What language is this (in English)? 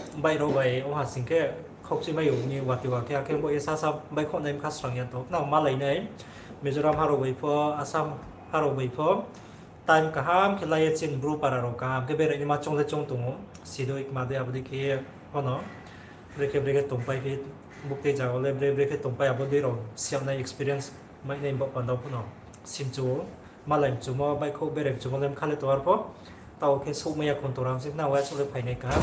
Riang (India)